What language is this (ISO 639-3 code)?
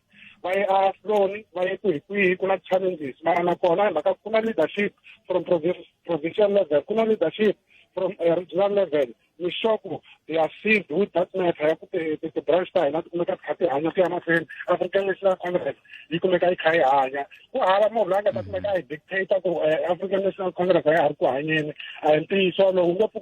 tso